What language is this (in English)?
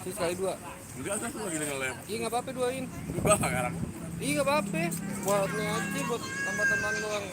Betawi